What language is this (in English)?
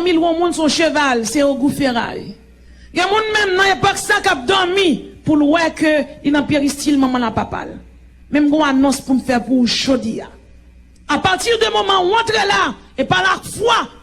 Haitian Creole